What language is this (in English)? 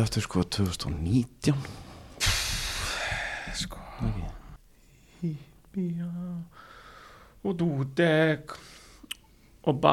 Icelandic